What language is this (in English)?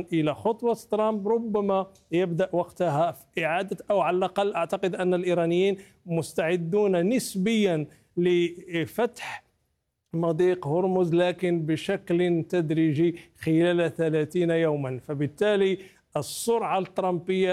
Arabic